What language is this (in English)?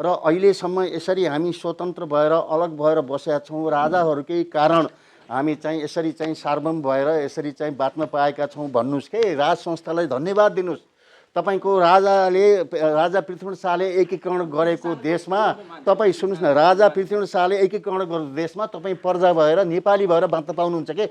Nepali